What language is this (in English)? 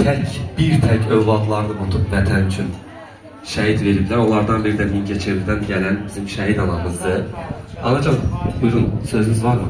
Azerbaijani